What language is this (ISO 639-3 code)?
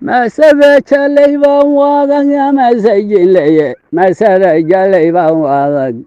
som